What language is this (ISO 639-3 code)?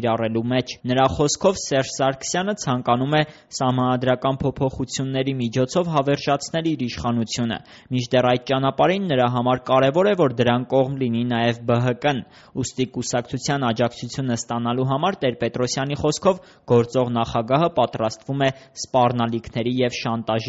hye